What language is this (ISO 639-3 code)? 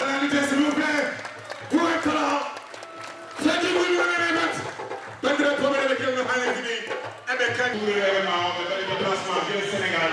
ful